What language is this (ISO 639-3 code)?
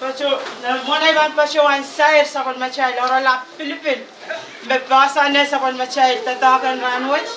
pon